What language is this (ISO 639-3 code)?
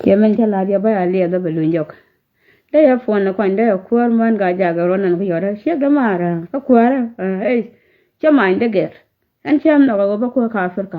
nus